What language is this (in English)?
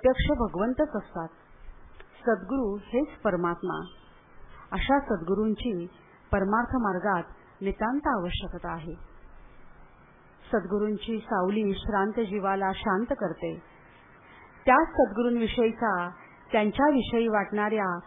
Marathi